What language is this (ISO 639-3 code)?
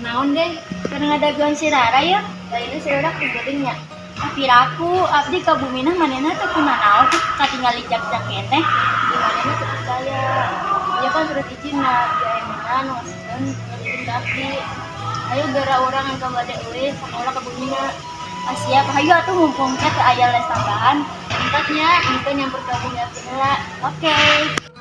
sun